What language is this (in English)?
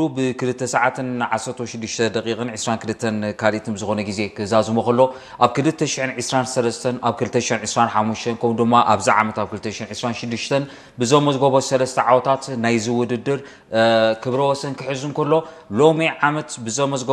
Tigrinya